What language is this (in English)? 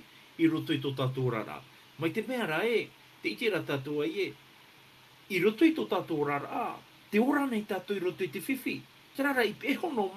Tahitian